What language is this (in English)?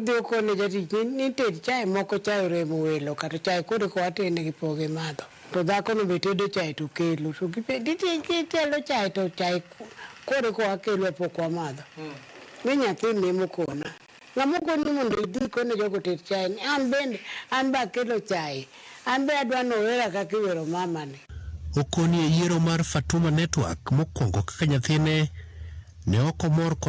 Luo (Kenya and Tanzania)